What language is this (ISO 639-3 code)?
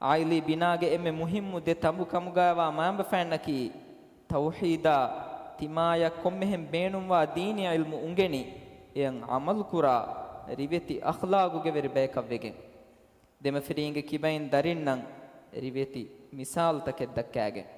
div